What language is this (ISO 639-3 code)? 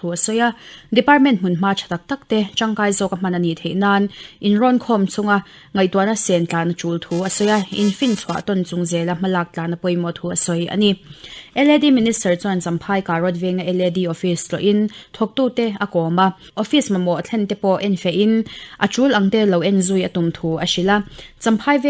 lus